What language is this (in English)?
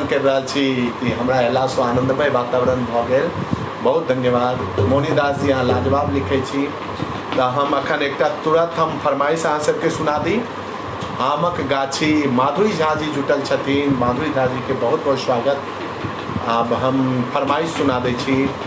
Maithili